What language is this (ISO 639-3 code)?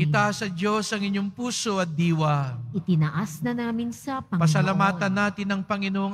fil